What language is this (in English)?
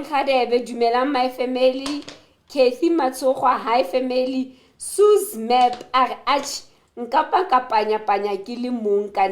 Southern Sotho